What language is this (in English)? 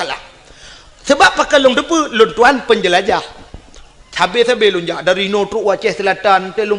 Achinese